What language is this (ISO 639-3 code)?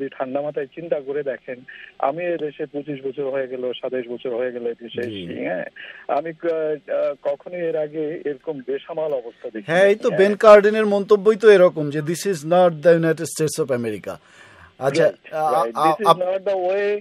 ben